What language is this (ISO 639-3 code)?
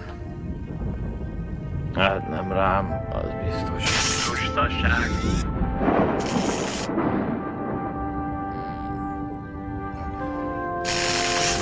hun